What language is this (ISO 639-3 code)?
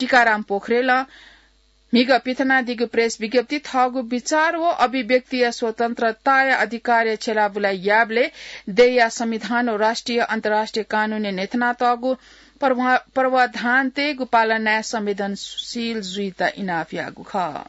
new